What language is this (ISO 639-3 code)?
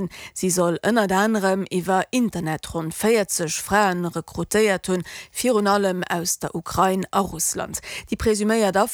ltz